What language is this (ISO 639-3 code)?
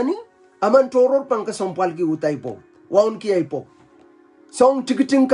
pon